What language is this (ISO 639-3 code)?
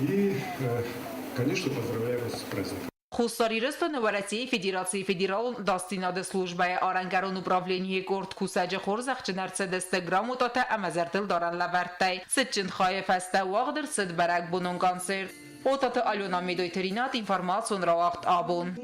oss